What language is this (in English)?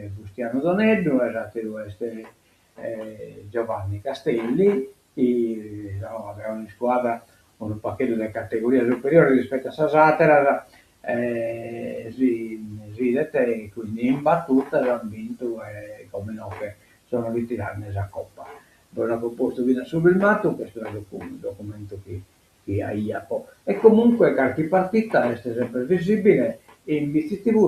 Sardinian